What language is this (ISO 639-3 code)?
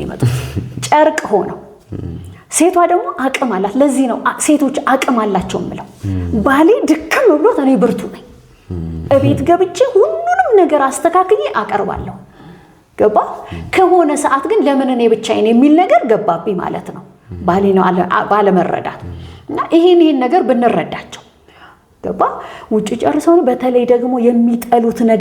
amh